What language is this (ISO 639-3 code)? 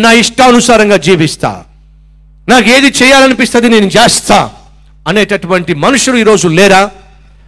tel